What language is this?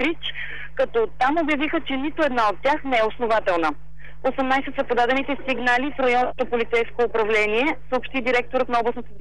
Bulgarian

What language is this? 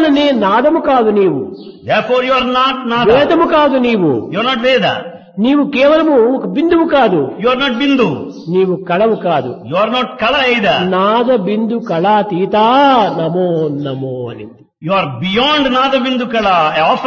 Telugu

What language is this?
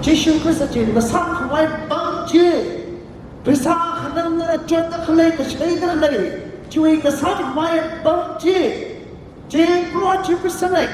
Tangkhul Naga (India)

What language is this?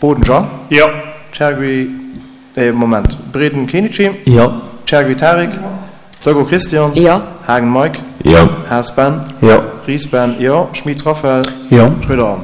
Luxembourgish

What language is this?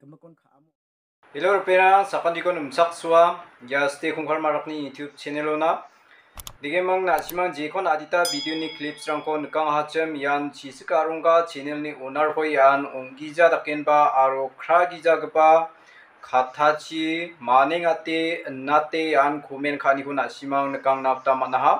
Garo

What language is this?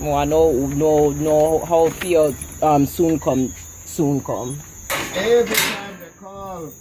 Jamaican Creole English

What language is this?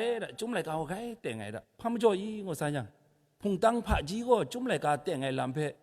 Kachin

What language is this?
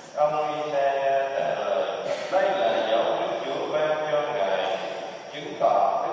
Vietnamese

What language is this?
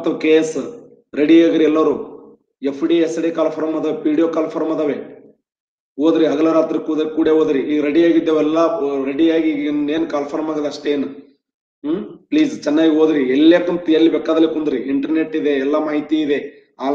Kannada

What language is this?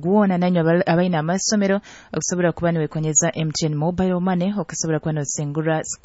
Nyoro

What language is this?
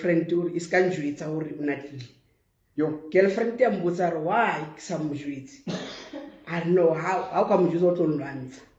Southern Sotho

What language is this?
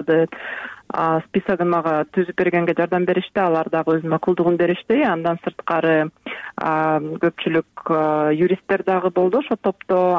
Kyrgyz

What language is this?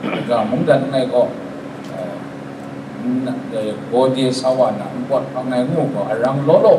Kachin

